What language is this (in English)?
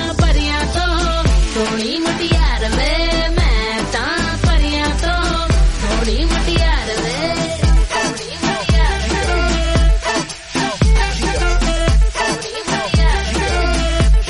Punjabi